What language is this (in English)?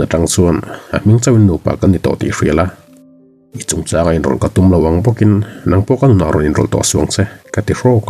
Mizo